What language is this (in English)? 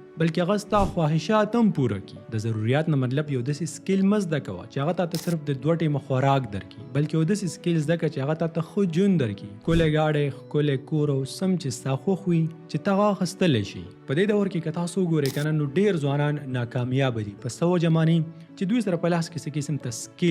Pashto